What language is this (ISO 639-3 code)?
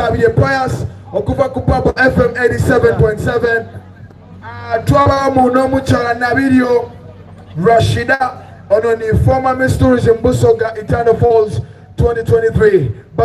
xog